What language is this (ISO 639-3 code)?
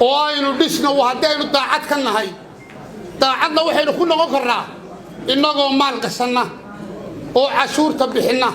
som